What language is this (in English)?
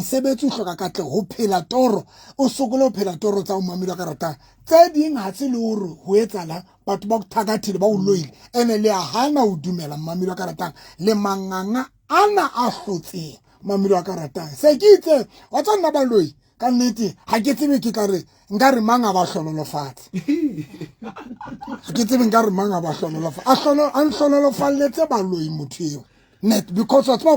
Southern Sotho